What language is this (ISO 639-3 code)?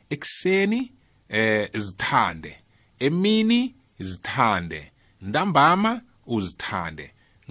nbl